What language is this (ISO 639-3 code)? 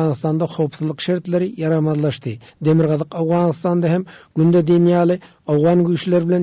tuk